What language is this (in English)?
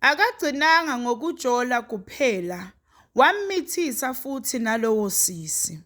Zulu